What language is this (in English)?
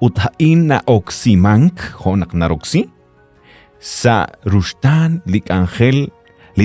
Kekchí